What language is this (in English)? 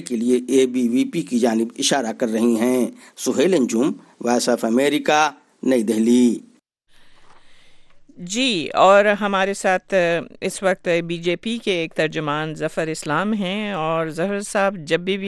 Urdu